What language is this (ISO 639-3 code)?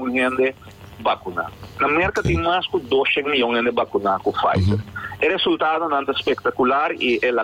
pap